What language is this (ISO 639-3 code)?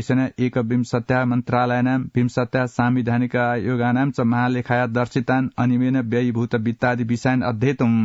san